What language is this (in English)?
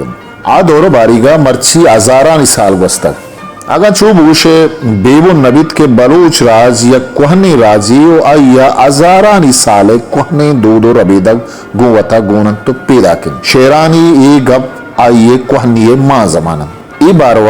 Eastern Balochi